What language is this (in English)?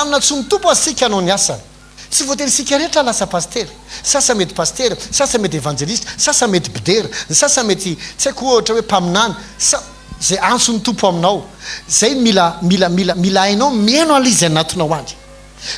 Malagasy